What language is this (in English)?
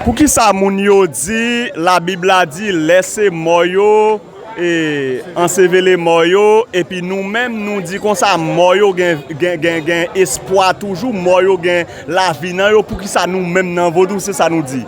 Haitian Creole